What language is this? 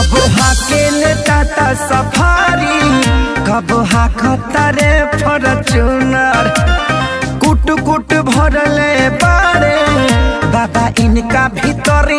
Bhojpuri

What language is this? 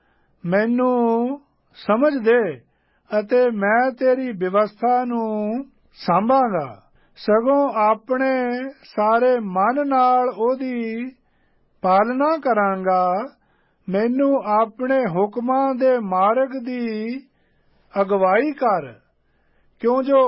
Punjabi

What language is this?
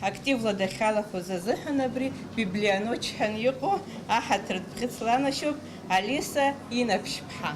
Abkhazian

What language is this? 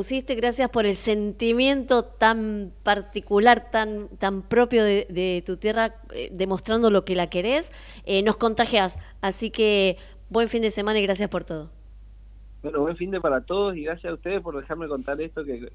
Spanish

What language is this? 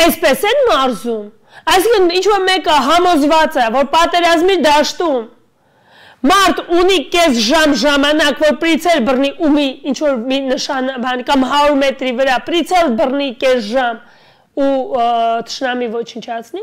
Armenian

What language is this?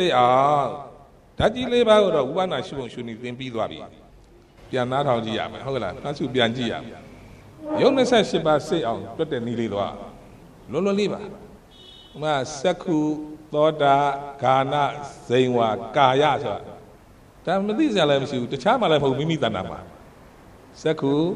Burmese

